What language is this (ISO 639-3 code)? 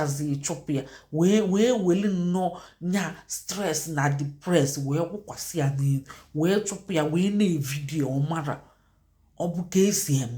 ibo